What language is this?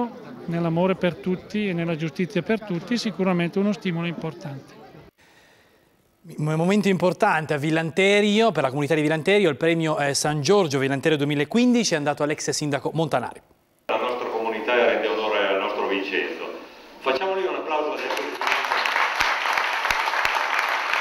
Italian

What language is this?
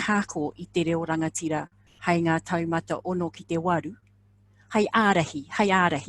Māori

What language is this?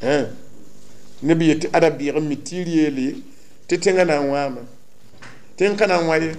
Mossi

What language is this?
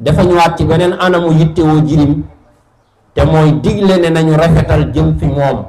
Wolof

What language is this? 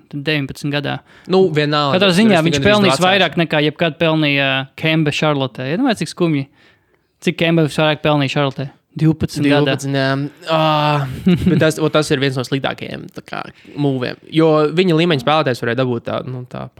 Latvian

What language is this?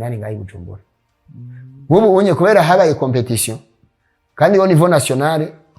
Rundi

